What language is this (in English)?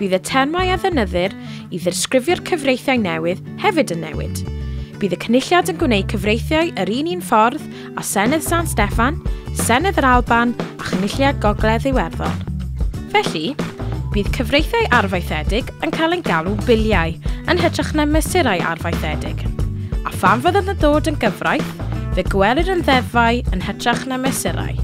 Welsh